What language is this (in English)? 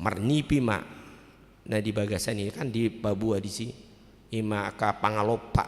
Batak Toba